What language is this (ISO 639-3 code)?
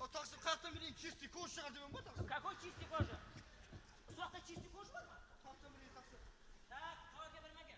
kaa